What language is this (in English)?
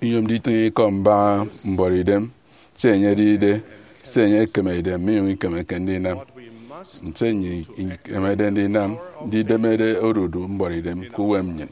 Efik